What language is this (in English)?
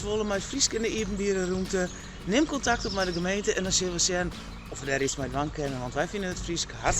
Western Frisian